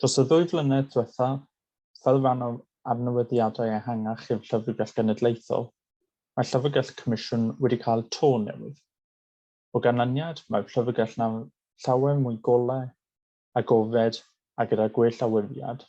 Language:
Welsh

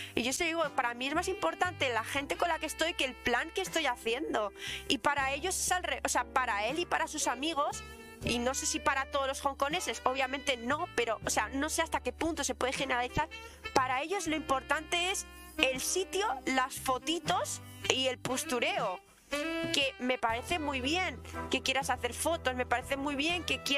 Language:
Spanish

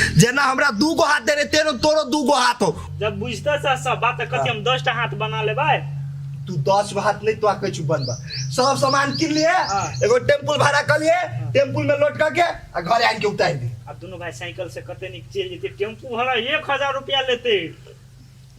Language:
Maithili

